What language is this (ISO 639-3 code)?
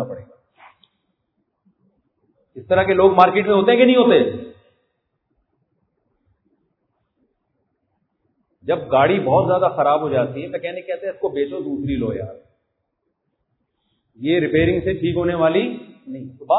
urd